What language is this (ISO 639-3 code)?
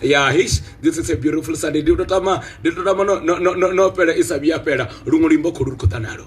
ven